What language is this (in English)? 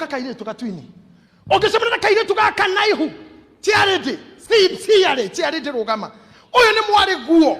Kikuyu